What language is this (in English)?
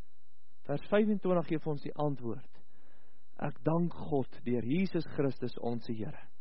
Afrikaans